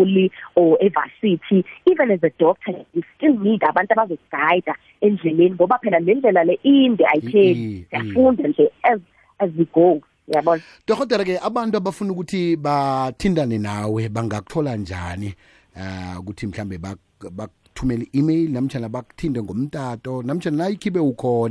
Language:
South Ndebele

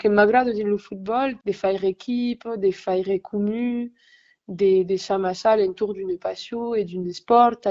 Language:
Occitan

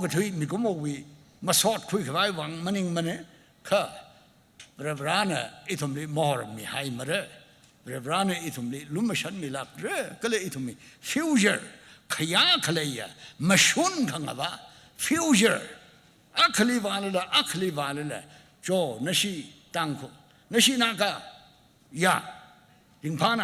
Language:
Tangkhul Naga (India)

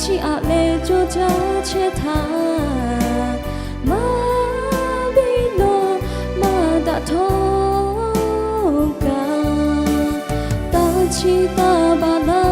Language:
Lahu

